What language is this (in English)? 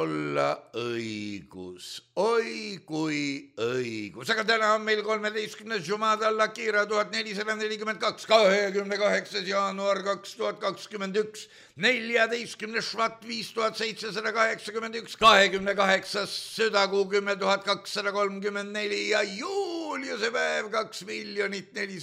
Estonian